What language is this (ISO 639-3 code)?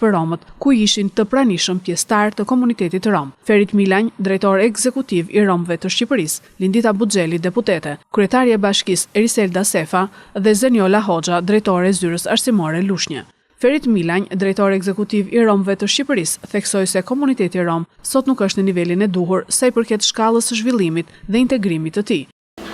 sqi